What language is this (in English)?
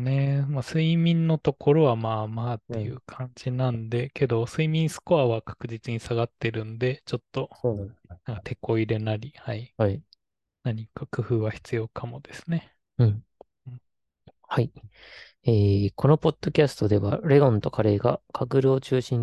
Japanese